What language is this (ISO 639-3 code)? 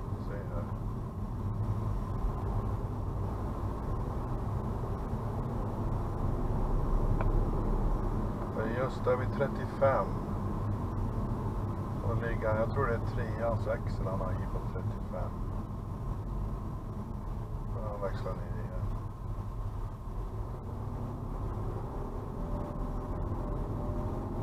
swe